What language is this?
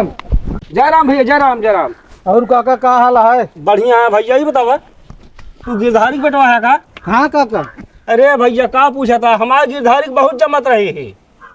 Awadhi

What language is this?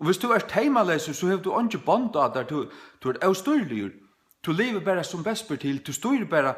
Faroese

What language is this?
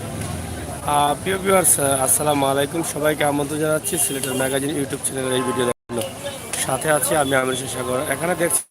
Sylheti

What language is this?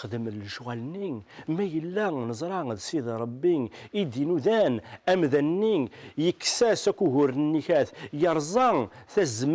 Kabyle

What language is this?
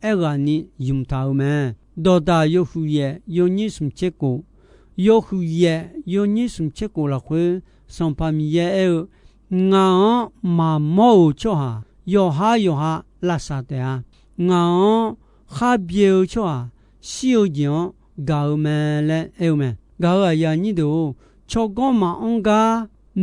Akha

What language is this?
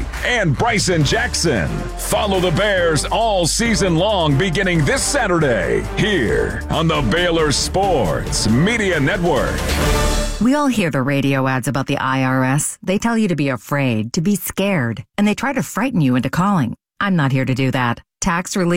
English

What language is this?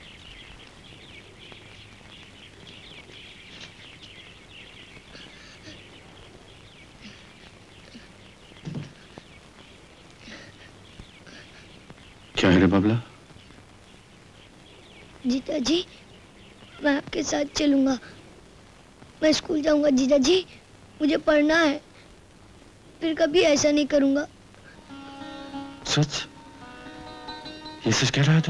Hindi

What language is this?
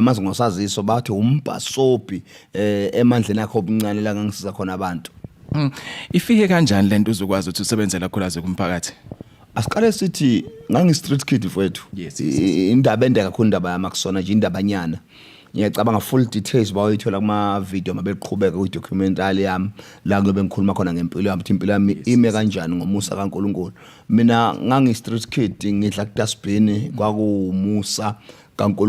Zulu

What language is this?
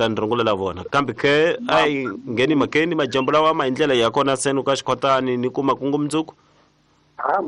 Tsonga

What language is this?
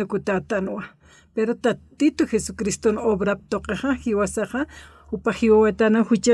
Aymara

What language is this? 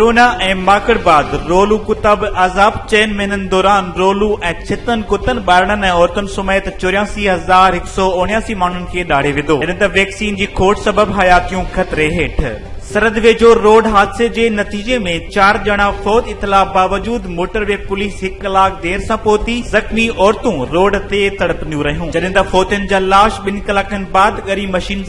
Sindhi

